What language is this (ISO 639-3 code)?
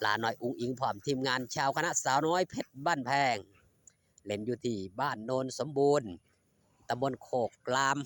tts